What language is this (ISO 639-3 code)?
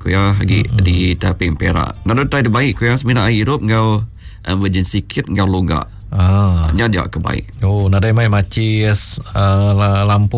iba